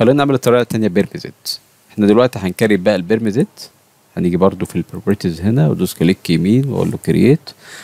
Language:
Egyptian Arabic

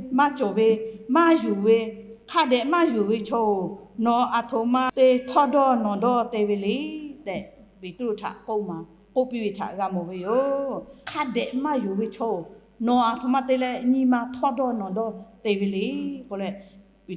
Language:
Lahu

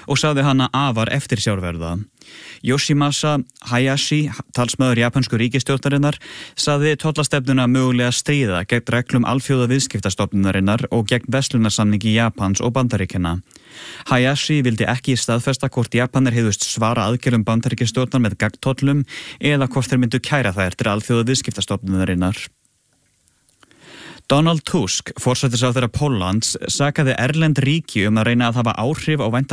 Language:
Icelandic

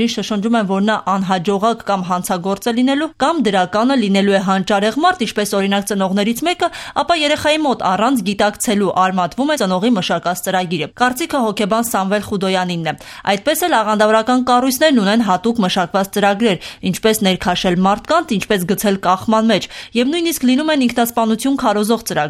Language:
Armenian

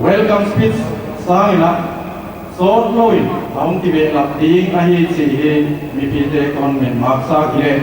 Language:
Paite Chin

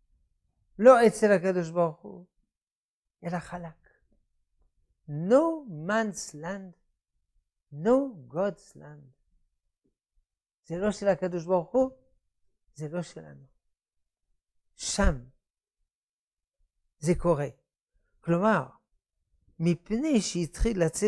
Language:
Hebrew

